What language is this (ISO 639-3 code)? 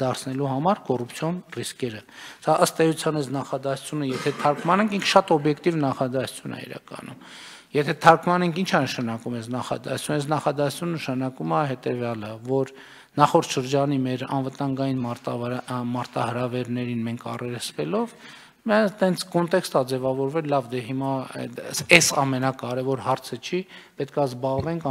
hye